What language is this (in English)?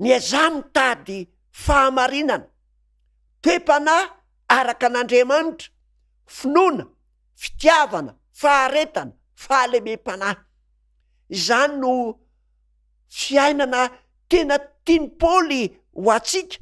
Malagasy